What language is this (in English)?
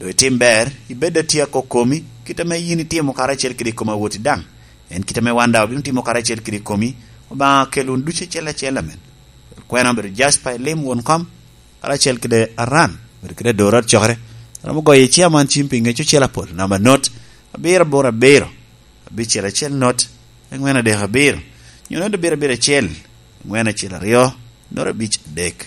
Lango (Uganda)